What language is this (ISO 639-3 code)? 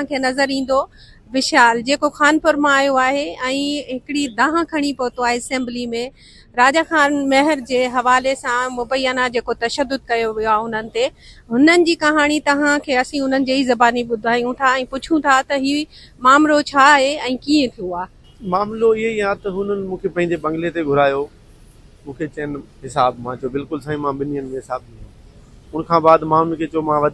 snd